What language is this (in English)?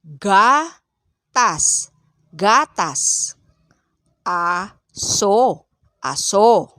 Pangasinan